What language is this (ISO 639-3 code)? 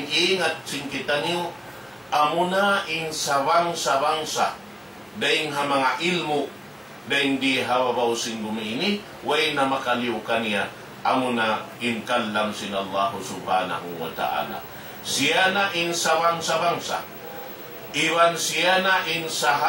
tsg